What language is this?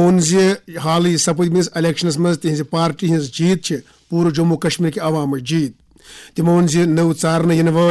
Kashmiri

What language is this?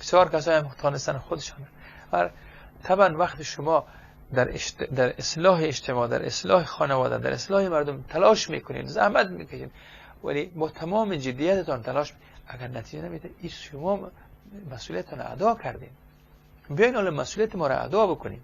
Persian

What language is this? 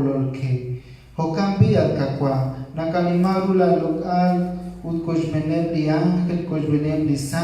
Kekchí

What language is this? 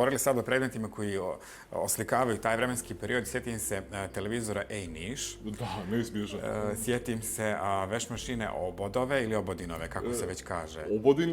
Bosnian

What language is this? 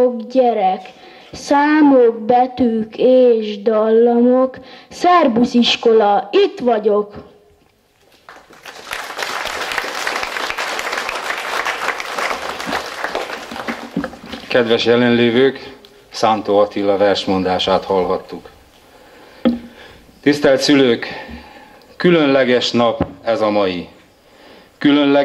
Hungarian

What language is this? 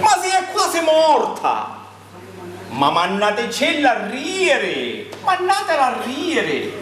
Sicilian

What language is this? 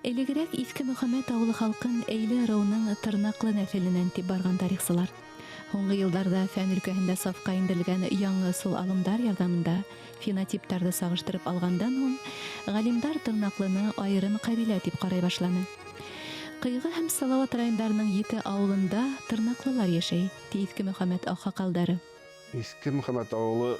Bashkir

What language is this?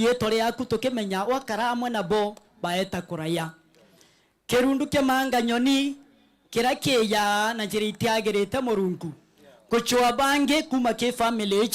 Meru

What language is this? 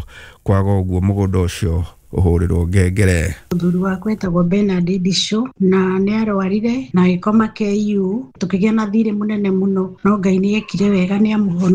Kikuyu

